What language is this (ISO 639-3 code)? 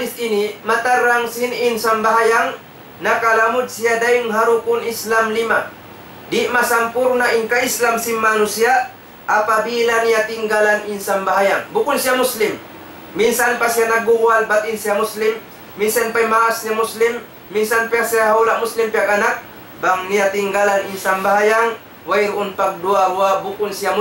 tsg